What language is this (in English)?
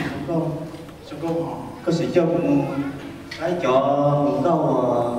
Hmong